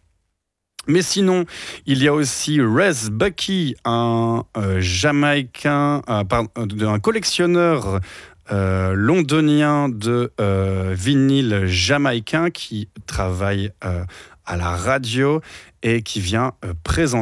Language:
French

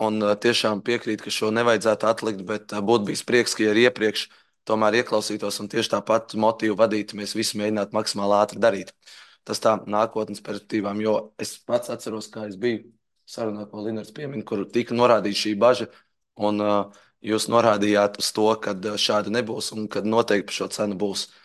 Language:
Latvian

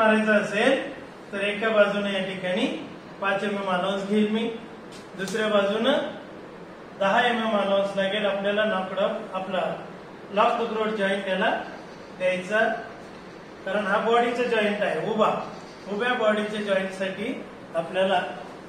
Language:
Marathi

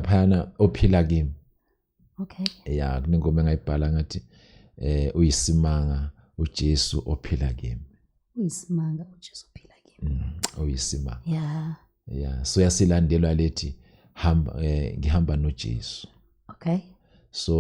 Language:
Zulu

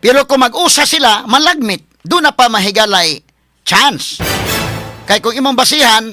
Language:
Cebuano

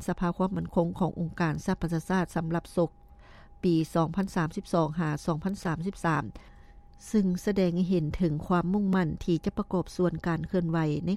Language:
Lao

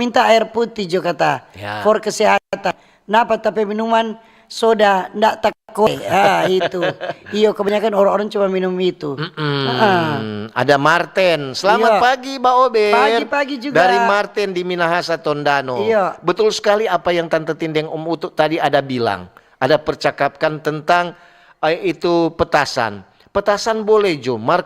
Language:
Manado Malay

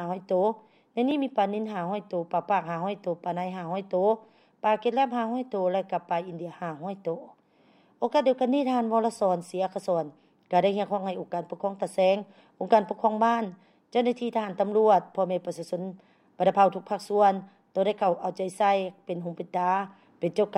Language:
Lao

